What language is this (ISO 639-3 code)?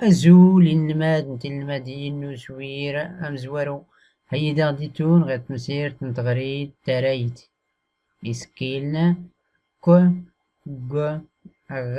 shi